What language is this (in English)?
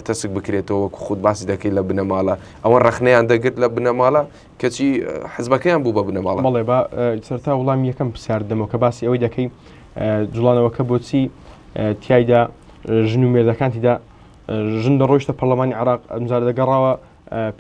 Central Kurdish